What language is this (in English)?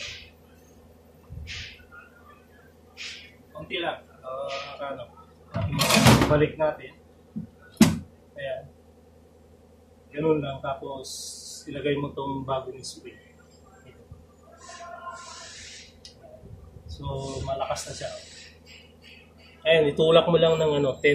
Filipino